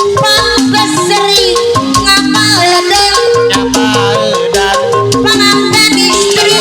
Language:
Sundanese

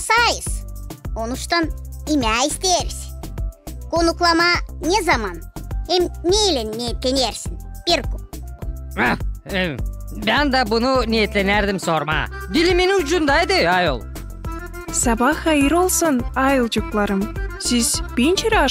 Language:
Gagauz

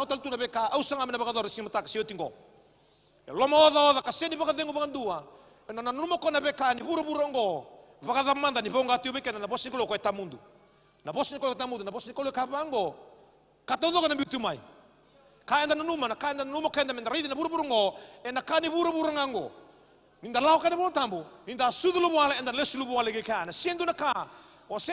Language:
Fijian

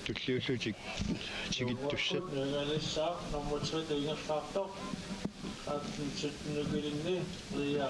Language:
Kalaallisut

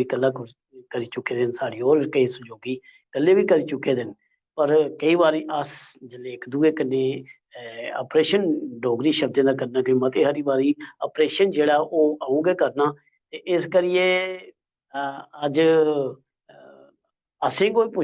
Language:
Dogri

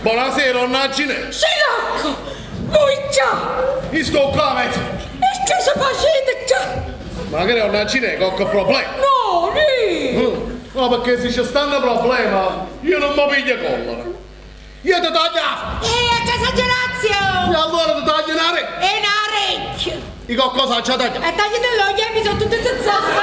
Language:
Neapolitan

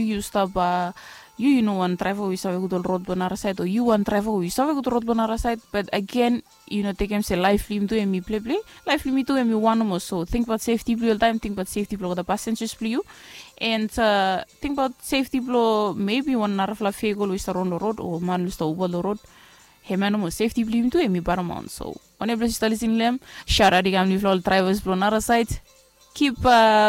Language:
Bislama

